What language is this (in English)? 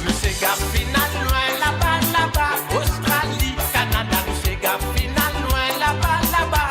Morisyen